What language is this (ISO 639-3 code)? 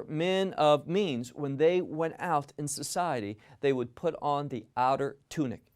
eng